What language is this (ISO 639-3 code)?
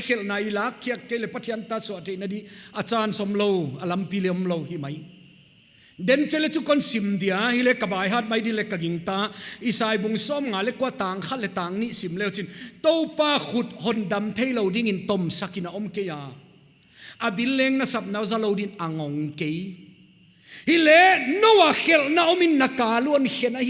pck